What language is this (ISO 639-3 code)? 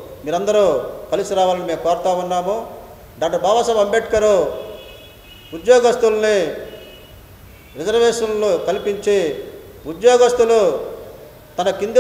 tel